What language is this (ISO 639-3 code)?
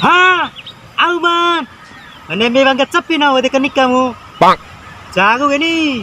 bhp